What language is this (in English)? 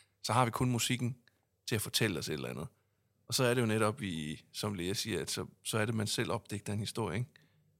Danish